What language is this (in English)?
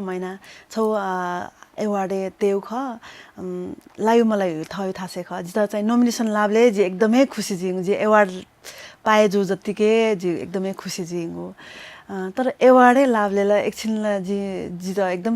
Newari